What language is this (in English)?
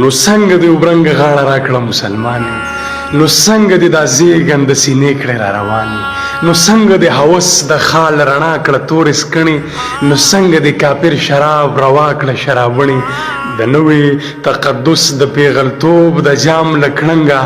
Pashto